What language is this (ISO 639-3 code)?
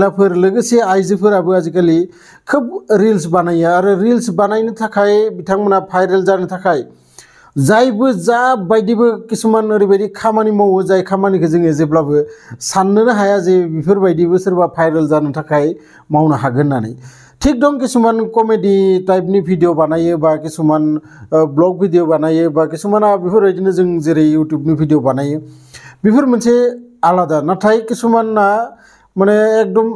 brx